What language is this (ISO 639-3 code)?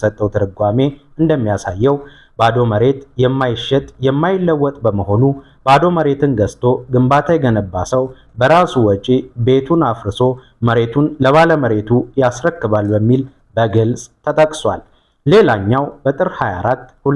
amh